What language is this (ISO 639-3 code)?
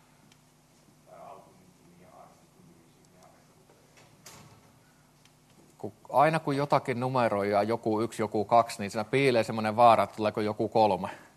fin